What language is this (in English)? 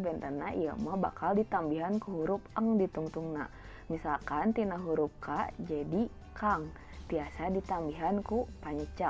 Sundanese